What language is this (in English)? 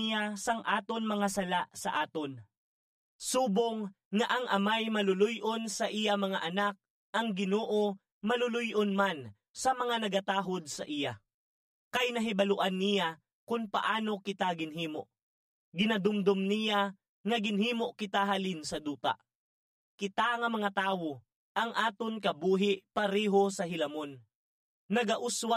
Hiligaynon